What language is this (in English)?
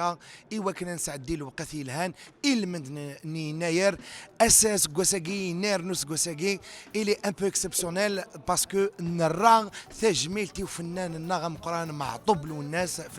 Kabyle